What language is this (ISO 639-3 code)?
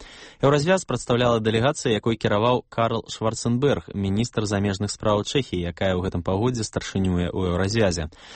bel